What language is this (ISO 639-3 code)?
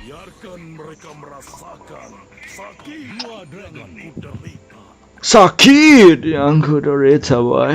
bjn